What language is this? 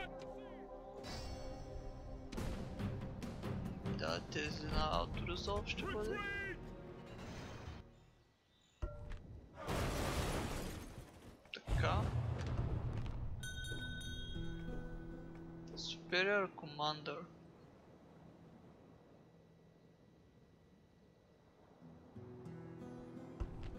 Bulgarian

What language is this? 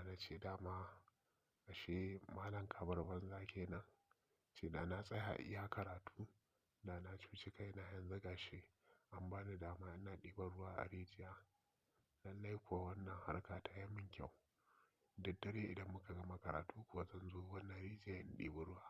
Hausa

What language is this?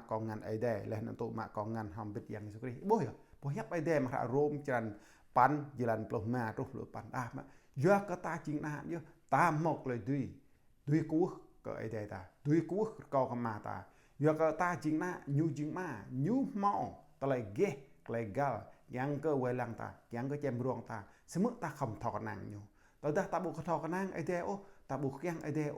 Jarai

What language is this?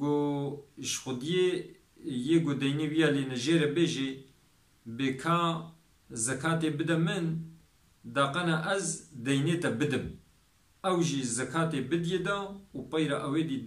Kurdish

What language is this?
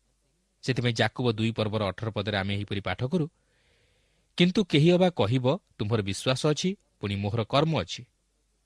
Odia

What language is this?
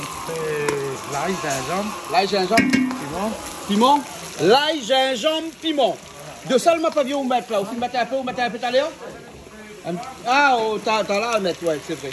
Réunion Creole French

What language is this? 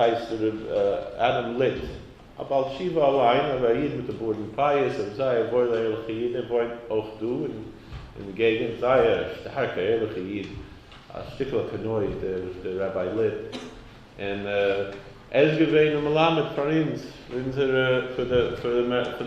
Yiddish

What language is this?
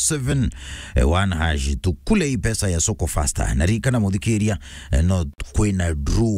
Meru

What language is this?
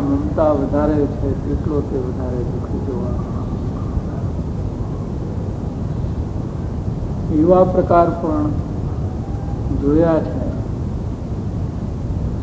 Gujarati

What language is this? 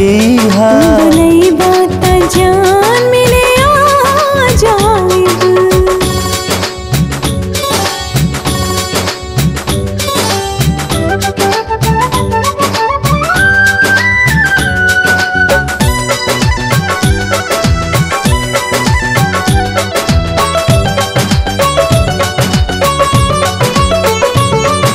Bhojpuri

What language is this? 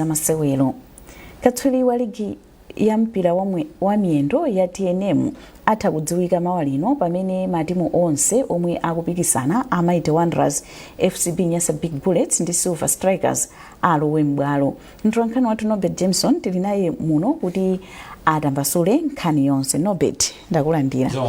Nyanja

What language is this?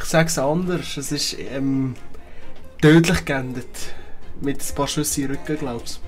Swiss German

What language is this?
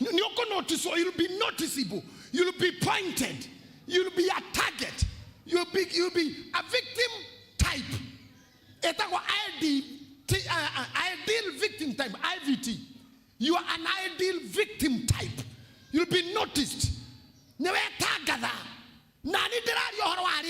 Kikuyu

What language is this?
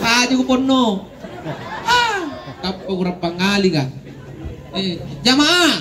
Makasar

